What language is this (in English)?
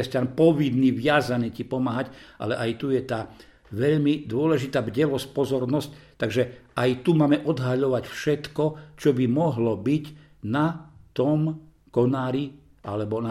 Slovak